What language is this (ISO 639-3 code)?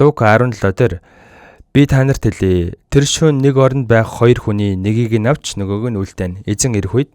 mon